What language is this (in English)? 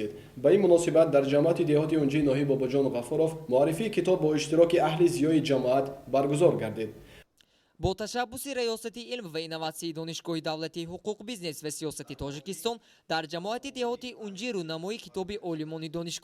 Tajik